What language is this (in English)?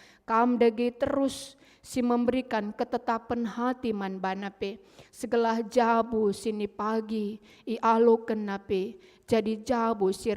Batak Karo